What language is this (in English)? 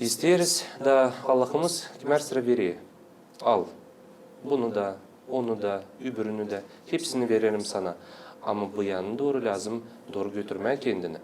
Gagauz